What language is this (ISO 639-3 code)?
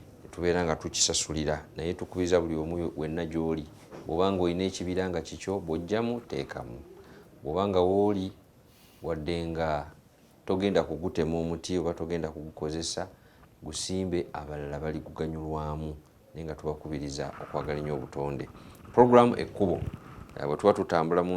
lug